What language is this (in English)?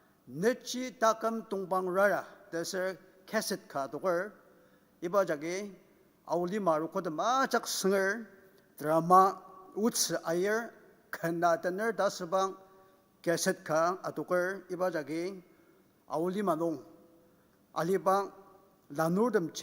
Ao Naga